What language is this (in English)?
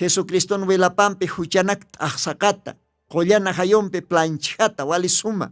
Aymara